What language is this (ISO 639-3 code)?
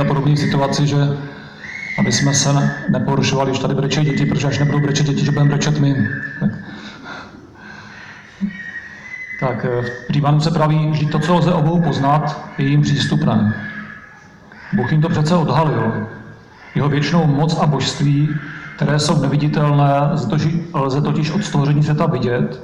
ces